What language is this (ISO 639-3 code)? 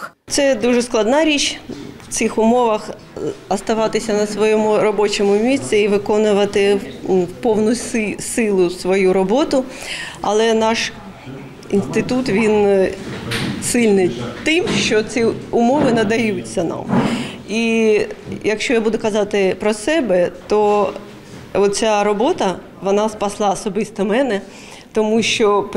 ukr